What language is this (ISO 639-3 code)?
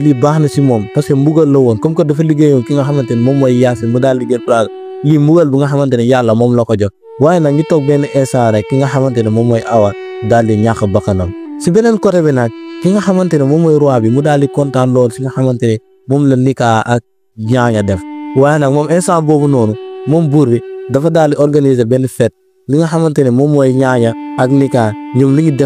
wol